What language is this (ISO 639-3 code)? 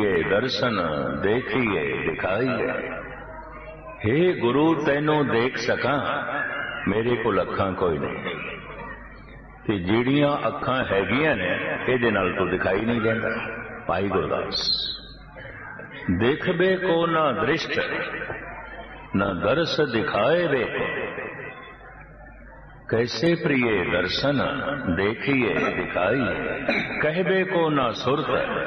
pan